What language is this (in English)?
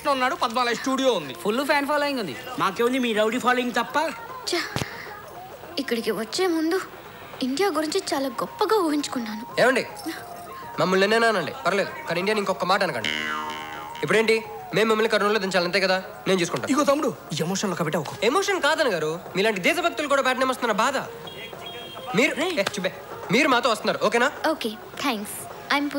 Telugu